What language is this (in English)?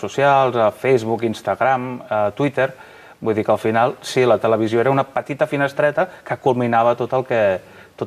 Catalan